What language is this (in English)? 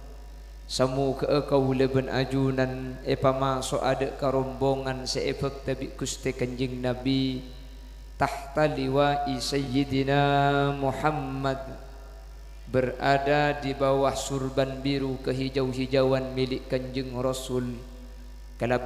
Madurese